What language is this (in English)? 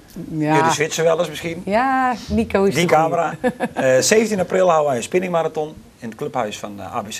Dutch